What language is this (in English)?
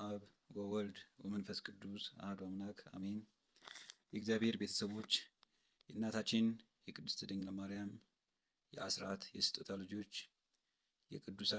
Amharic